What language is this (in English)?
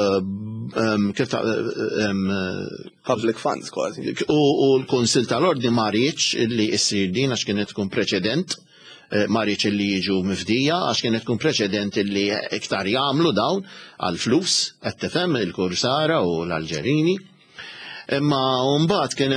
Maltese